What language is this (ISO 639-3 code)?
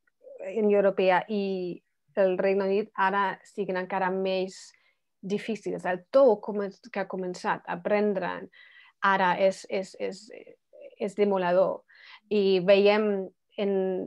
cat